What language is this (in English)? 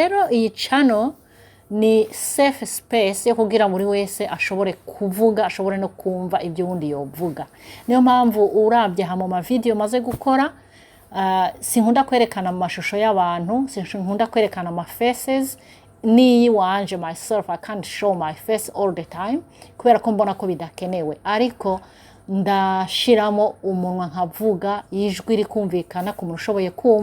Rundi